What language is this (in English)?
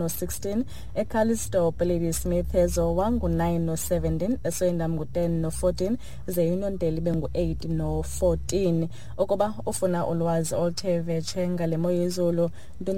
Xhosa